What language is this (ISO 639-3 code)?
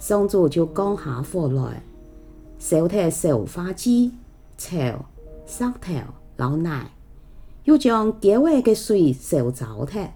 hak